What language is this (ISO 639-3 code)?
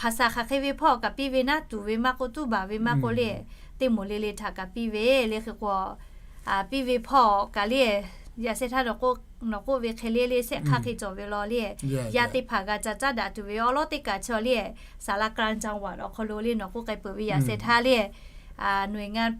lhu